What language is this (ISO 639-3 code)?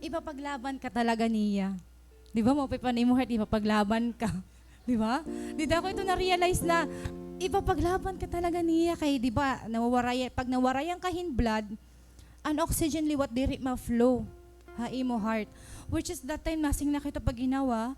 war